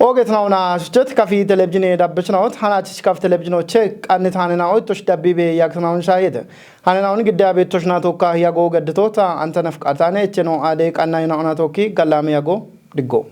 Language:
Kafa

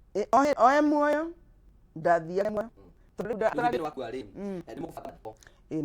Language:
Kikuyu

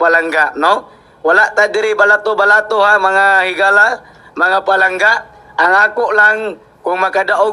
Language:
Cebuano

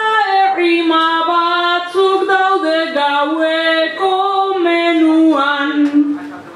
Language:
Basque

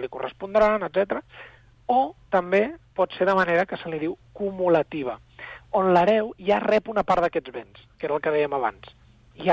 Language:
Catalan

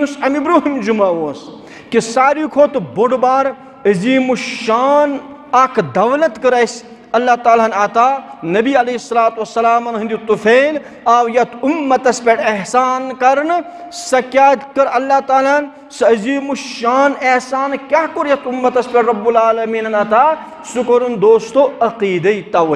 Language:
Kashmiri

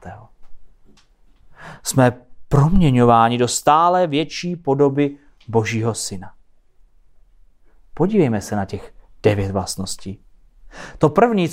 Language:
Czech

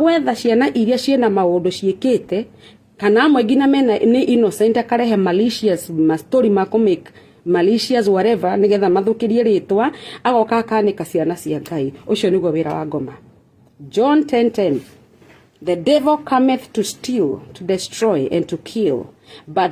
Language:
Kikuyu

